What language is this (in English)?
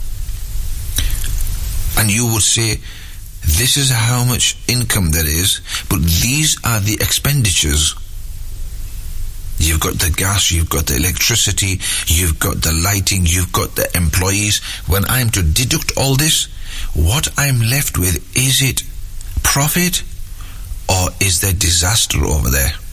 Urdu